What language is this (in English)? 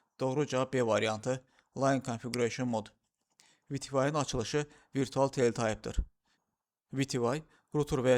Azerbaijani